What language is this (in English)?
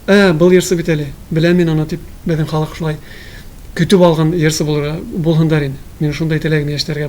Tatar